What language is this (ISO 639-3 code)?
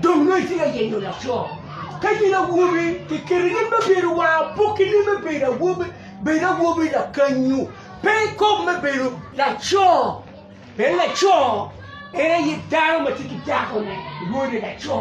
ach